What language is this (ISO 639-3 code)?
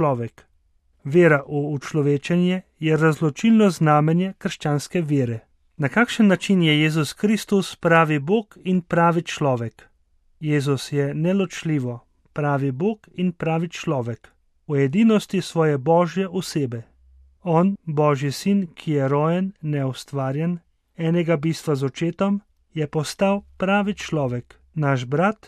slv